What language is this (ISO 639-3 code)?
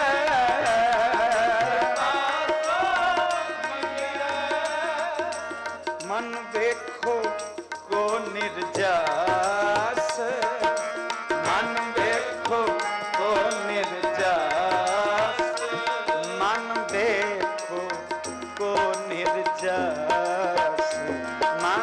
pan